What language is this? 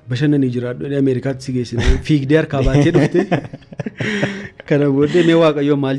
Oromo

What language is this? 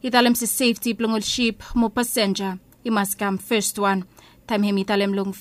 Bislama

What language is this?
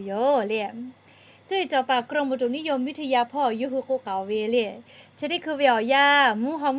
Lahu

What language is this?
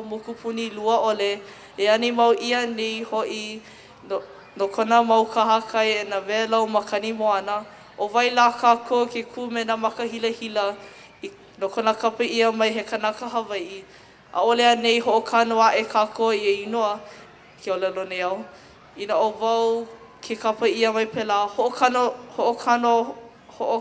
Hawaiian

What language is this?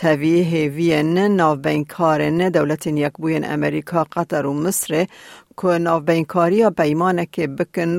Kurdish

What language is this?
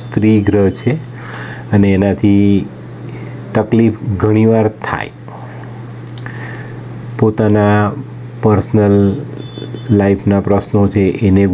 Gujarati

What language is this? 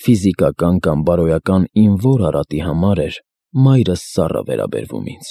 Armenian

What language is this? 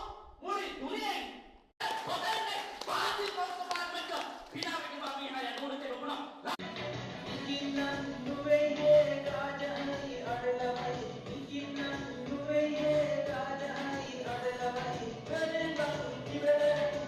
Divehi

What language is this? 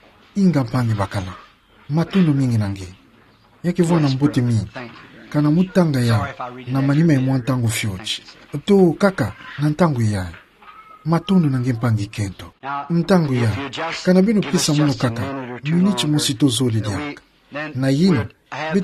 Kituba (Democratic Republic of Congo)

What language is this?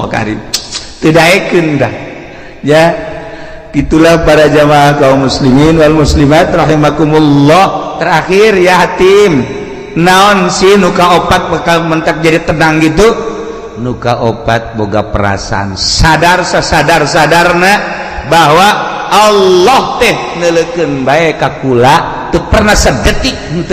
Sundanese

